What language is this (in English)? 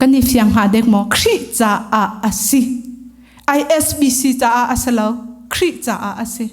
Hakha Chin